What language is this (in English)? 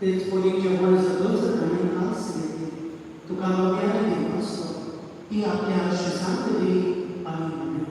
Konkani